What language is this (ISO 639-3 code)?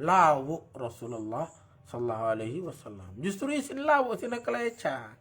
sas